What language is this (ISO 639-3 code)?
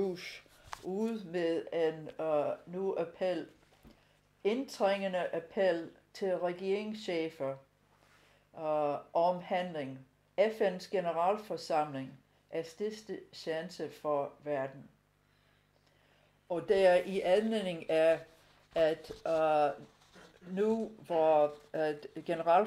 dan